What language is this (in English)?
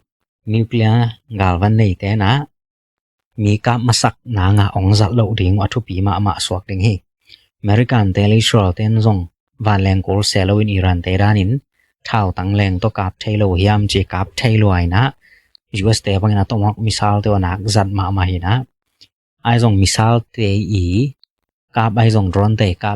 Tedim Chin